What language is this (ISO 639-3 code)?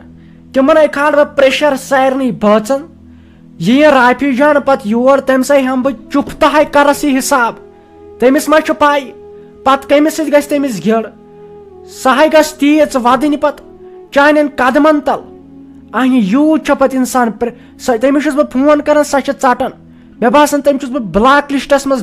kas